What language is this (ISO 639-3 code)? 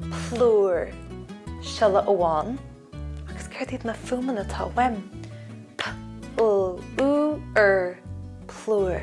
gle